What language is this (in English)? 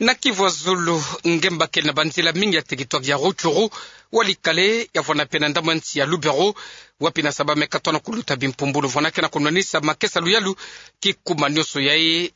Kituba (Democratic Republic of Congo)